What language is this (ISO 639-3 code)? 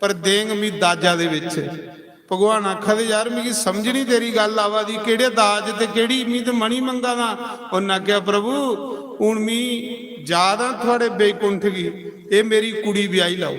doi